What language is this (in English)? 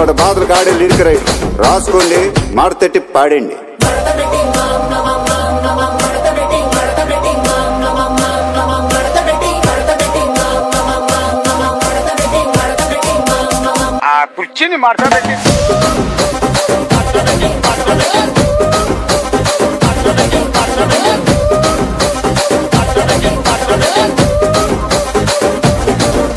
Telugu